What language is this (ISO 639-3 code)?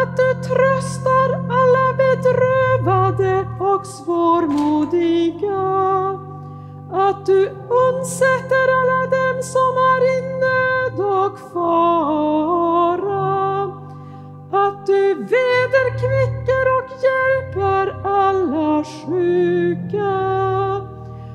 swe